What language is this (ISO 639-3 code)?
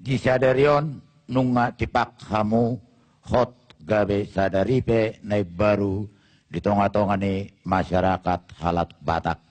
bbc